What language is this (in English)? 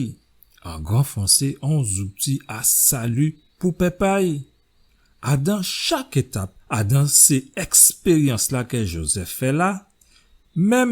Guadeloupean Creole French